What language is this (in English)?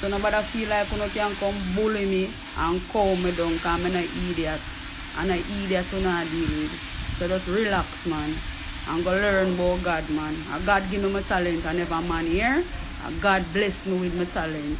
Jamaican Creole English